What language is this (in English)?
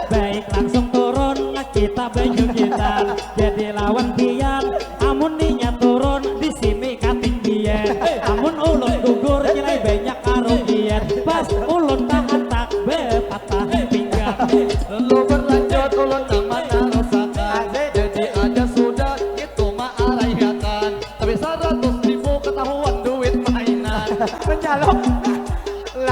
Banjar